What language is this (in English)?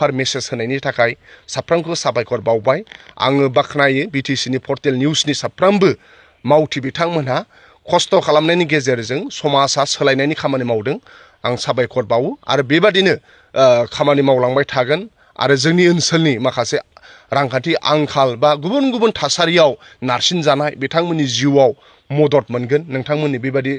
Bodo